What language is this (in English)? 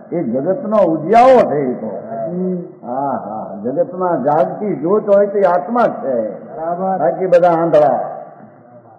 Gujarati